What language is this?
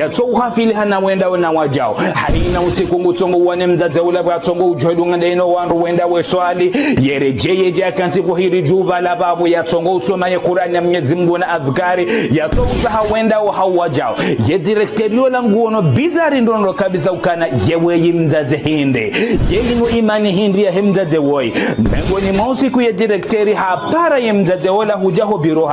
Ngazidja Comorian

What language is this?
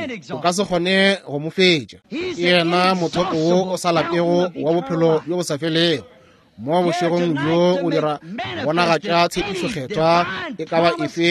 Northern Sotho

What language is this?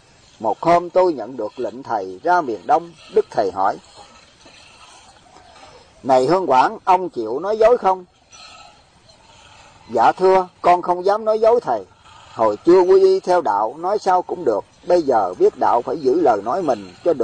Vietnamese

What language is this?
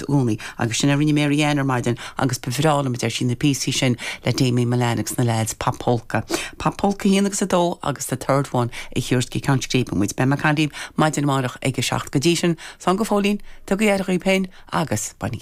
Irish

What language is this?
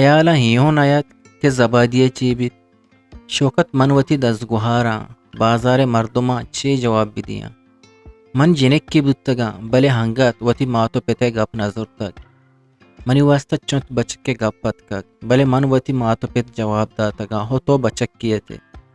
Eastern Balochi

